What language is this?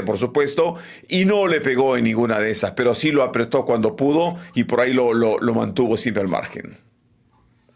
Spanish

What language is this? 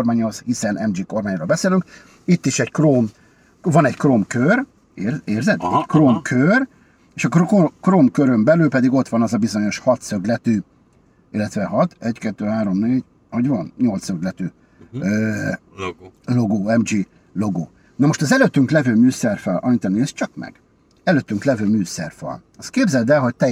Hungarian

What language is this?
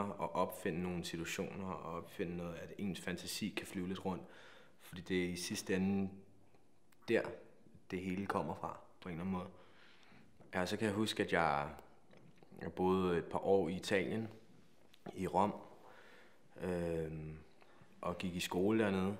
Danish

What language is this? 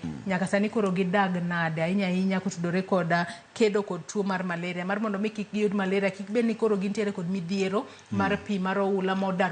Luo (Kenya and Tanzania)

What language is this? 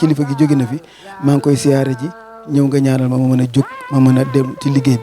Wolof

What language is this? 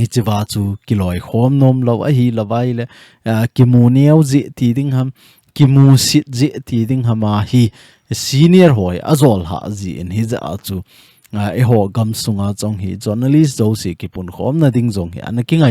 Thado Chin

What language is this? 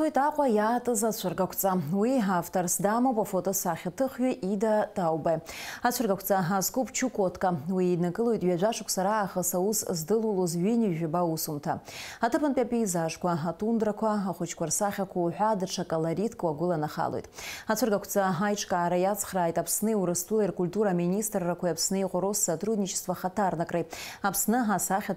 Abkhazian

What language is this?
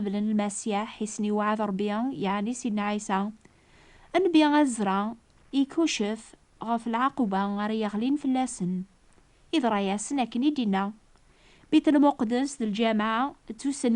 Kabyle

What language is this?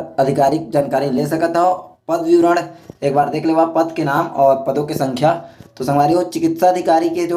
Chhattisgarhi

